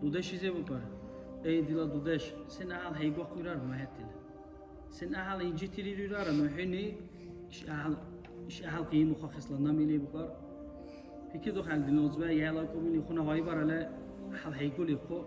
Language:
Dargwa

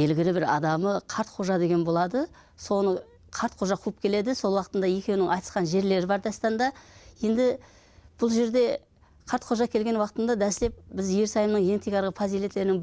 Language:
Kara-Kalpak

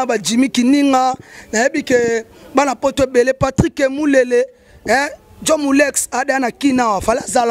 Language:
Lingala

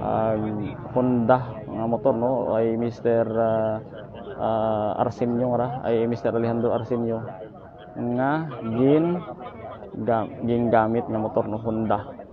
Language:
Hiligaynon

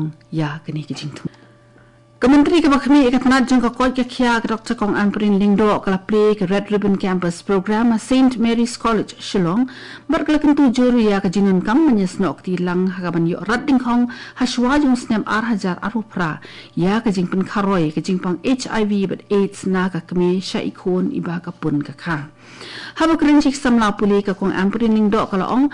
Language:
Khasi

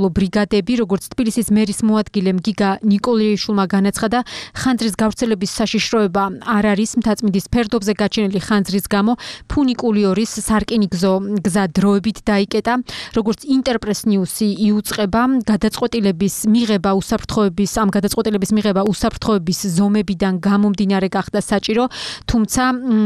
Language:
Georgian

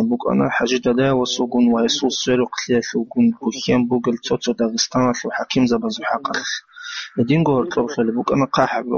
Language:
Avaric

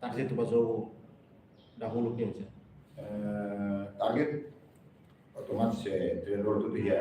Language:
Tetum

